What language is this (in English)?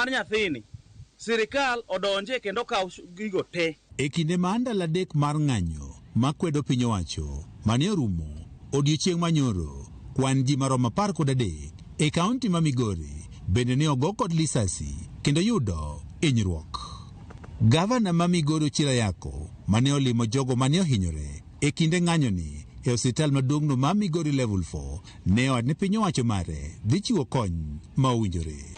Luo (Kenya and Tanzania)